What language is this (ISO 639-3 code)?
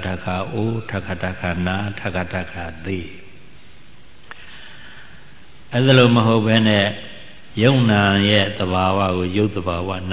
mya